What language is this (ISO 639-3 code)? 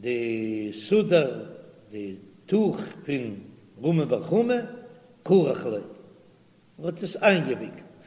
yid